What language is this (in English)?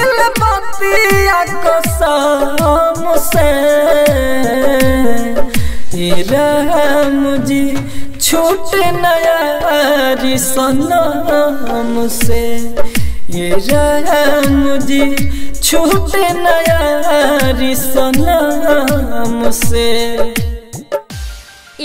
Bhojpuri